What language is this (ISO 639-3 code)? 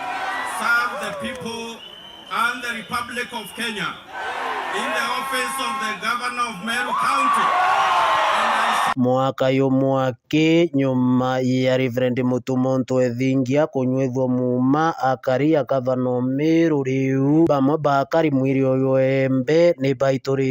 mer